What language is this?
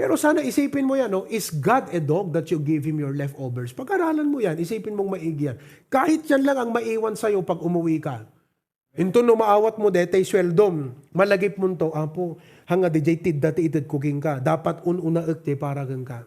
Iloko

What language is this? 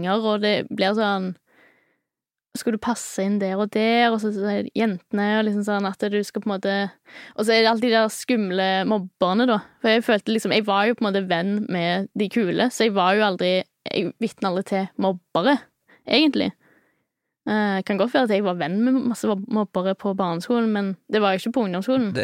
Norwegian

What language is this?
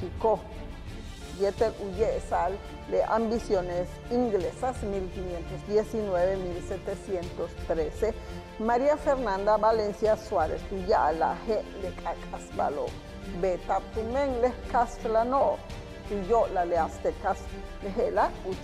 Yucateco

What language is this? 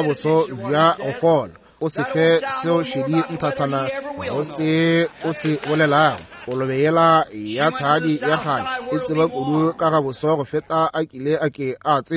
Northern Sotho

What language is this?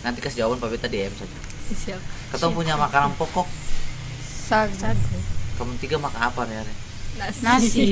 Ambonese Malay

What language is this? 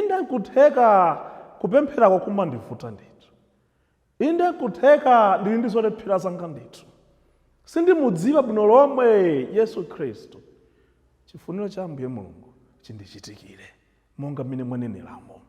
Nyanja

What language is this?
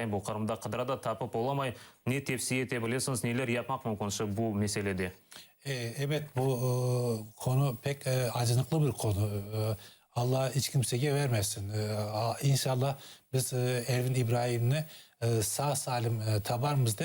Crimean Tatar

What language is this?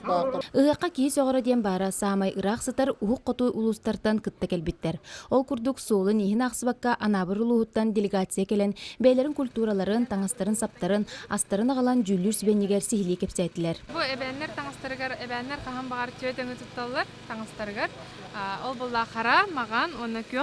Yakut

